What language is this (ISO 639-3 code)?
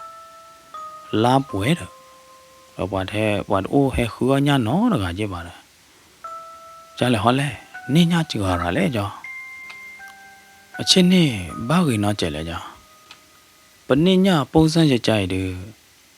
ksw